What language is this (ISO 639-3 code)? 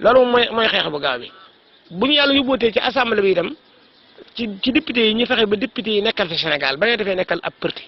wol